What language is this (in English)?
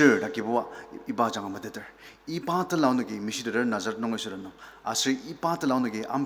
Ao Naga